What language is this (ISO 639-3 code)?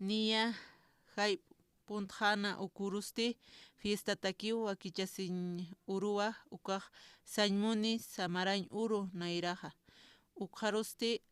aym